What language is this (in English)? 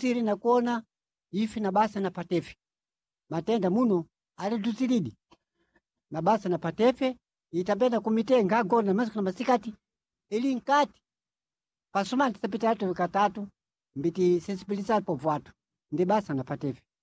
Sena